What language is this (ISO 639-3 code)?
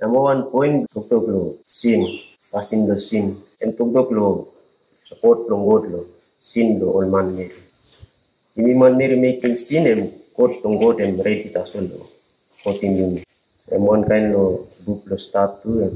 tpi